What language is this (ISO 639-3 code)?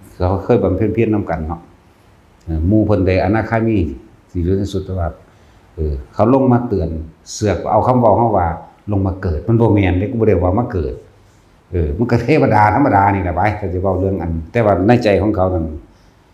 lao